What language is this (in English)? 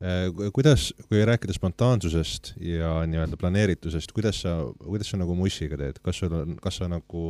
Estonian